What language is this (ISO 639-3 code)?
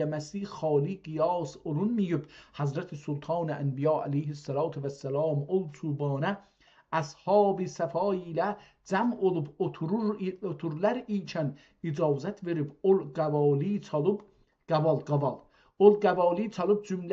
azb